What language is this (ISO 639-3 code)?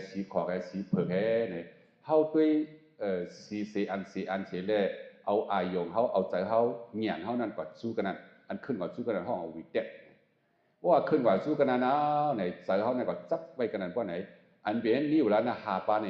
shn